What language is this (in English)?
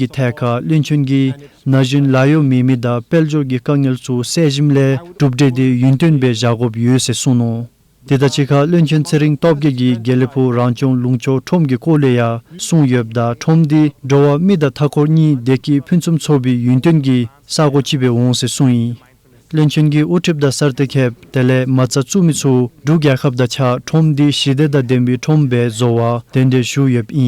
Dzongkha